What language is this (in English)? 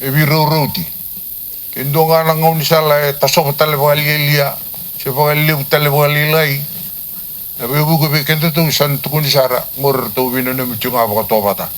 Fijian